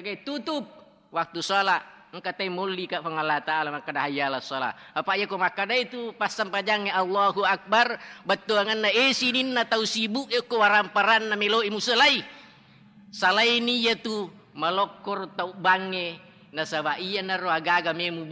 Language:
Buginese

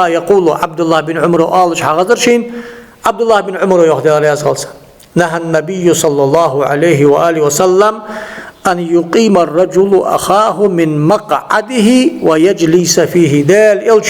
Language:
Ingush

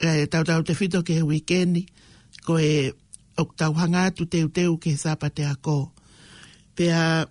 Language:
Tongan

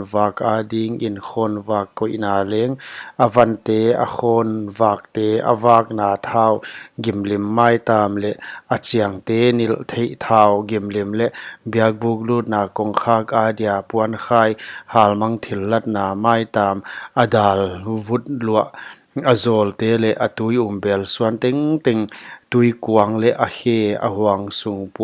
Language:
Paite Chin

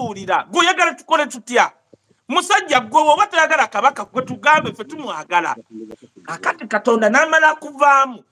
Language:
Ganda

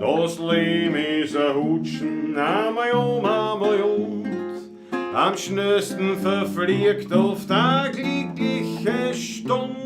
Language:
Bavarian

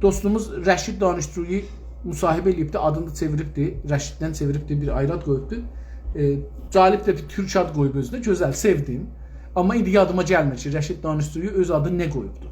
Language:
South Azerbaijani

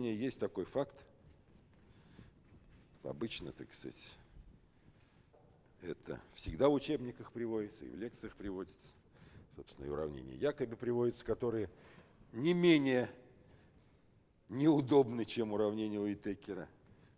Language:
Russian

